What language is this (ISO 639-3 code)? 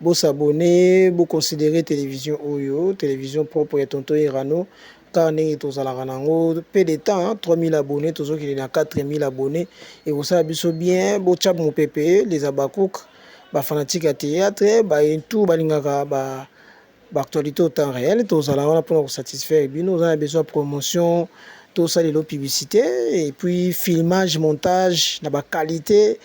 lin